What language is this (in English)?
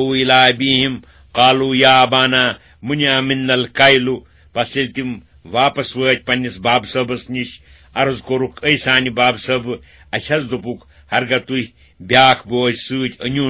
Kashmiri